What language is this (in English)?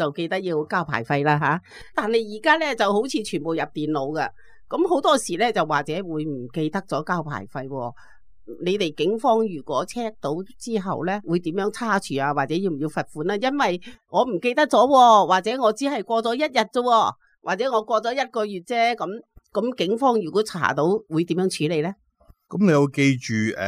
Cantonese